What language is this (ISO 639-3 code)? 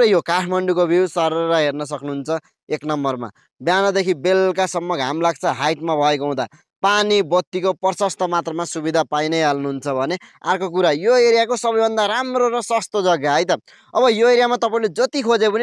nep